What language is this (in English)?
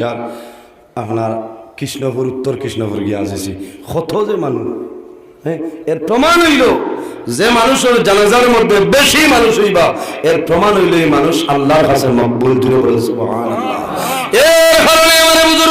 Sylheti